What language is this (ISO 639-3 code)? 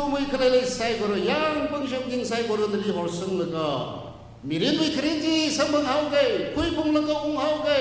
nmf